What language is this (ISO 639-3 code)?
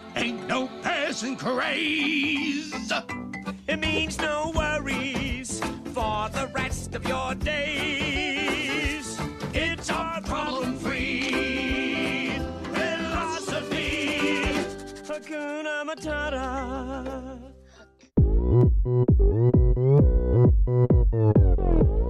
eng